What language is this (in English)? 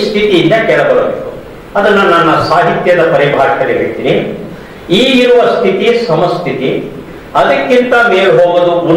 Kannada